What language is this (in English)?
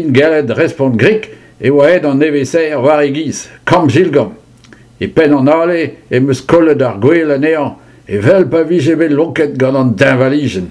Breton